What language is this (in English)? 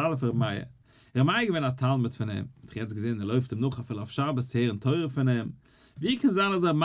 Yiddish